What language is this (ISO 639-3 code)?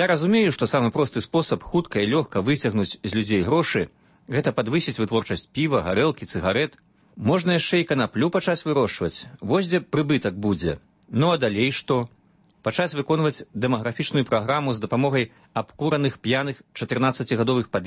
bel